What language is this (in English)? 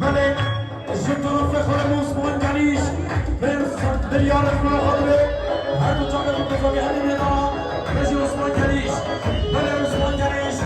Kurdish